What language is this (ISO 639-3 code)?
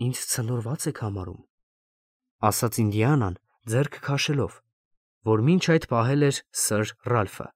hye